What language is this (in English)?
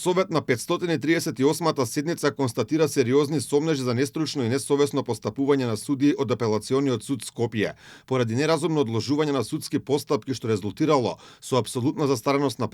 Macedonian